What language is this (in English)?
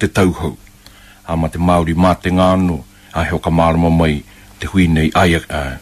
Māori